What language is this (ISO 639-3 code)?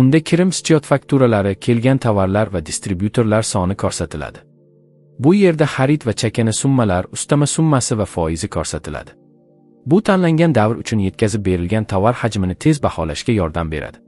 uzb